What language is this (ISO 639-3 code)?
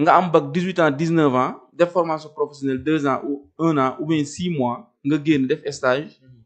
wol